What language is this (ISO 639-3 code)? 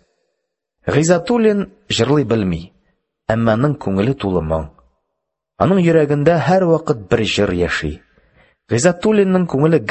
tat